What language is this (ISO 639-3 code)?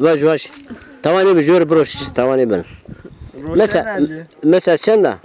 zza